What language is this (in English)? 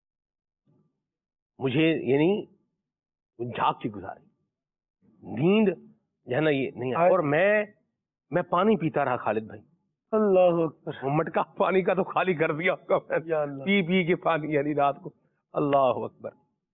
Urdu